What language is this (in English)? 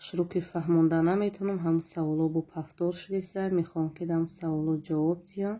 Tajik